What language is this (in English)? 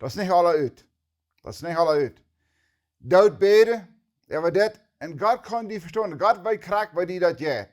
Plautdietsch